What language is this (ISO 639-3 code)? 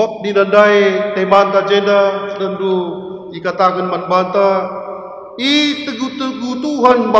btx